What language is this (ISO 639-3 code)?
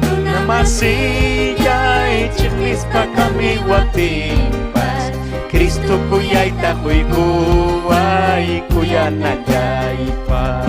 quy